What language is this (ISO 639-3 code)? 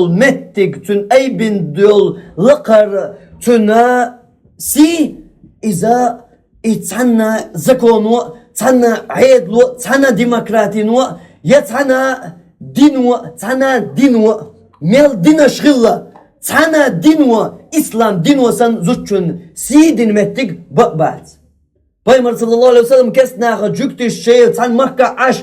che